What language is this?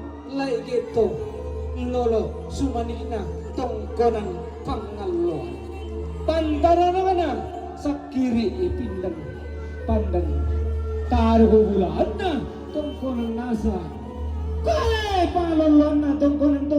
Toraja-Sa'dan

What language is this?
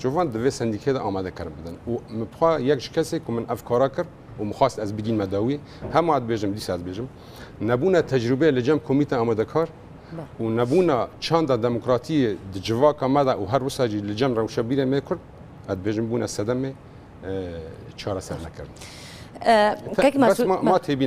Kurdish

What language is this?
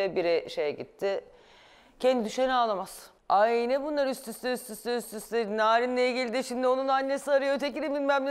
Turkish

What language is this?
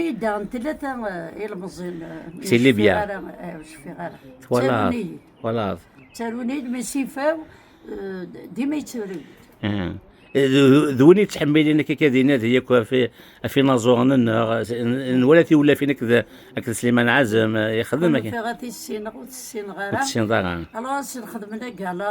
Kabyle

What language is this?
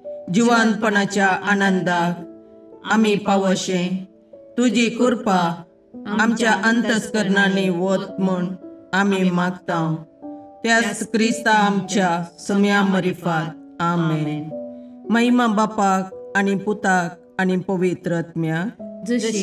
Konkani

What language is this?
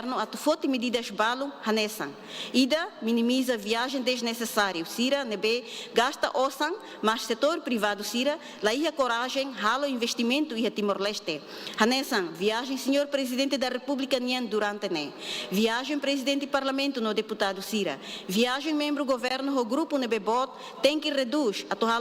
Tetum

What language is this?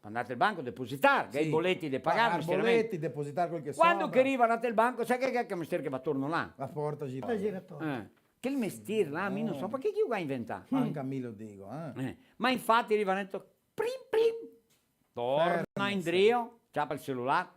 Venetian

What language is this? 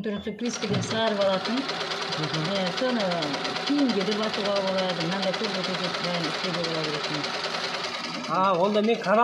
Kazakh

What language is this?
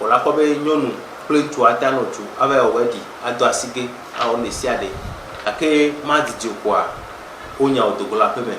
Ewe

